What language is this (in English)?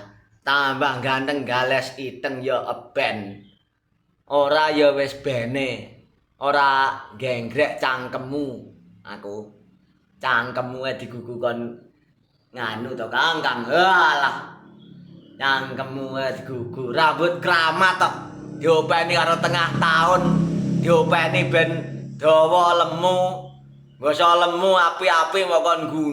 Javanese